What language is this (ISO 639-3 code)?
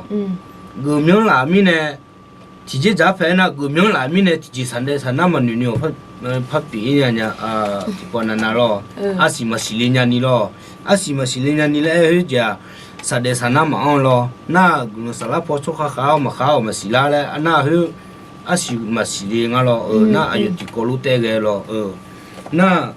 ahk